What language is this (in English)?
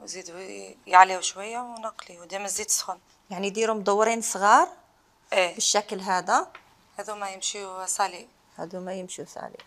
Algerian Arabic